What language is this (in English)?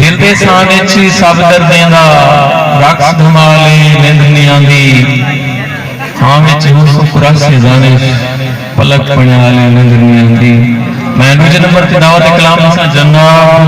Saraiki